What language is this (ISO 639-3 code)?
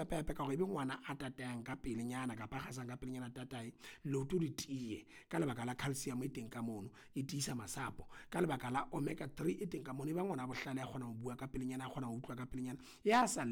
sot